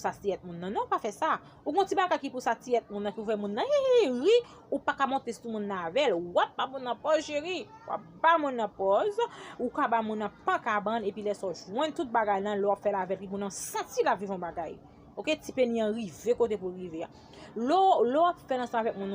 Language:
Haitian Creole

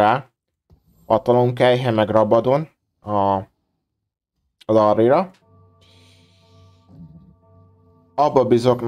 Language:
Hungarian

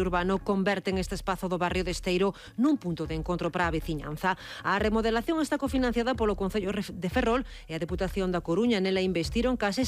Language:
Galician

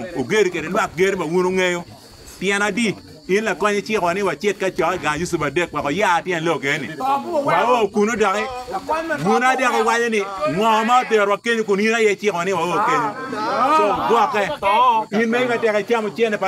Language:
Acoli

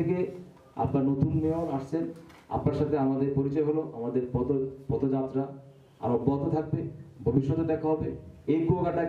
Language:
Bangla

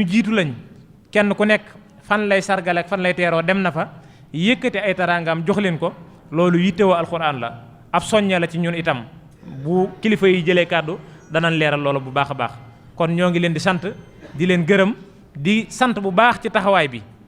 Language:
Wolof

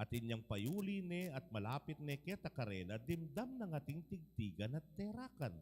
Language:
Pampanga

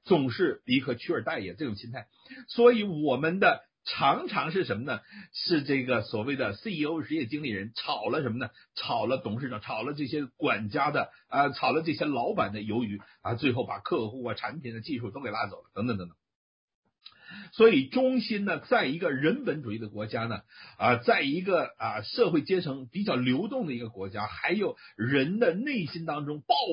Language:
Chinese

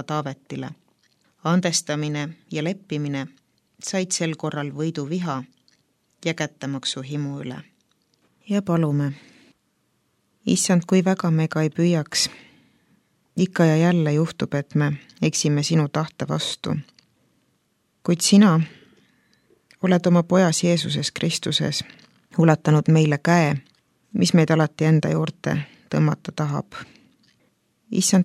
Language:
Estonian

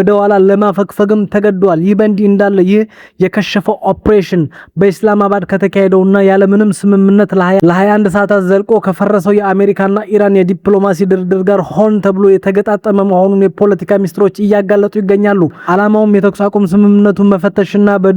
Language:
Amharic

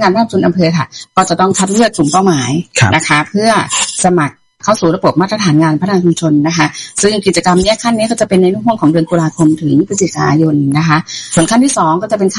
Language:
Thai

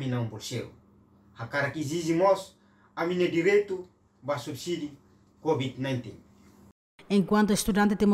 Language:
Tetum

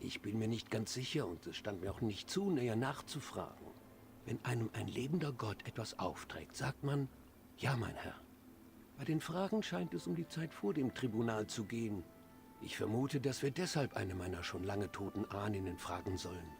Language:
Swiss German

